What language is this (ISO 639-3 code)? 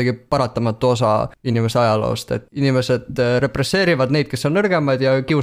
est